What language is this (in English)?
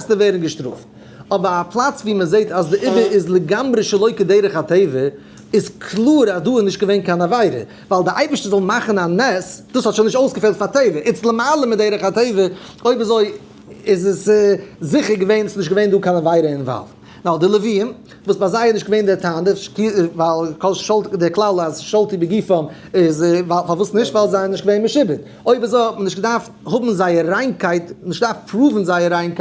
Yiddish